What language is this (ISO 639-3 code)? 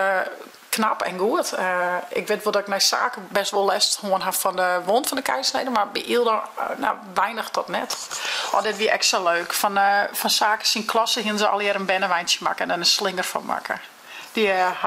fry